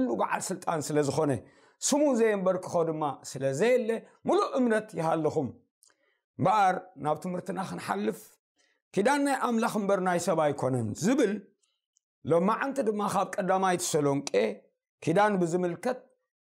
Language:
Tigrinya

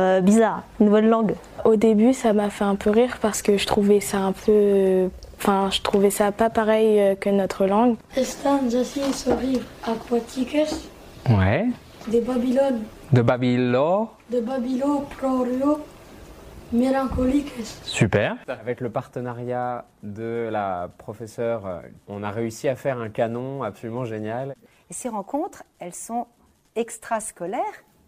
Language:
French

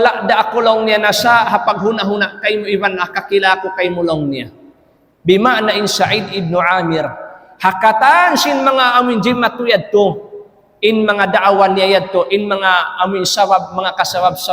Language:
Tausug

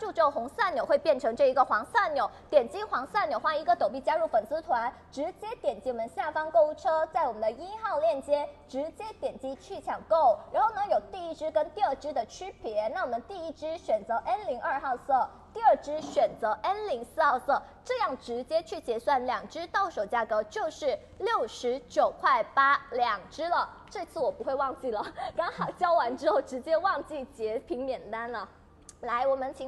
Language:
Chinese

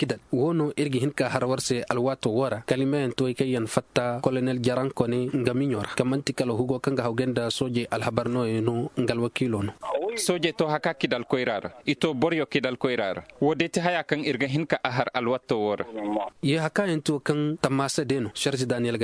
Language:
Koyraboro Senni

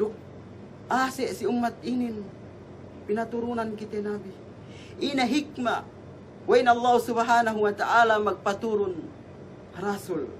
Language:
Yakan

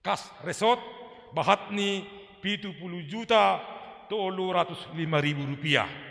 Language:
Batak Simalungun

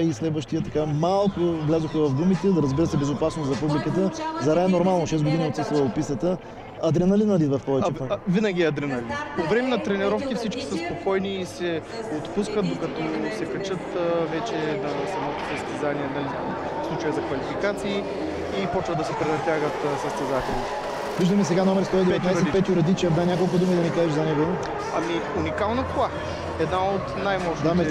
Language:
Bulgarian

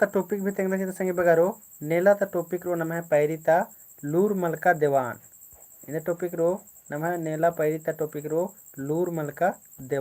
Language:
Kurukh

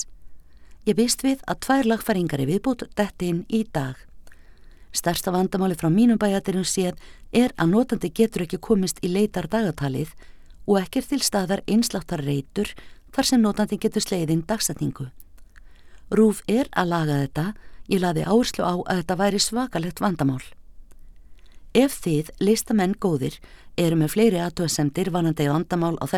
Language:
Icelandic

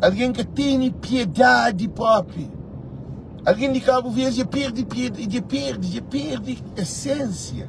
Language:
Kabuverdianu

